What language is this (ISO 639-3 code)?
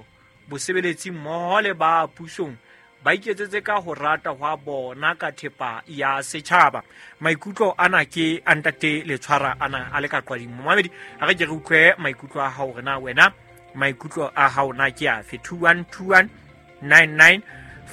sot